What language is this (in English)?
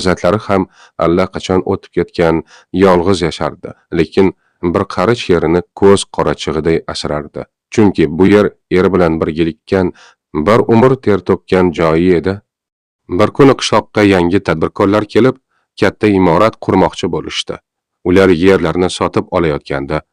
Uzbek